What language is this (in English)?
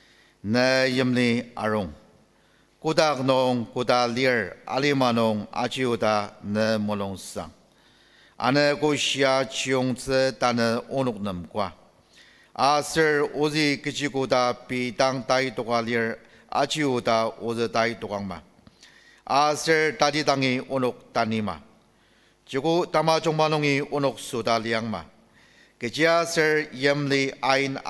Ao Naga